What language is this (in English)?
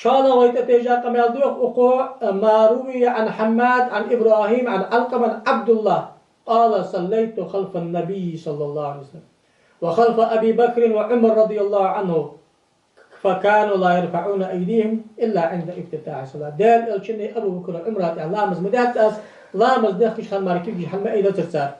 Ingush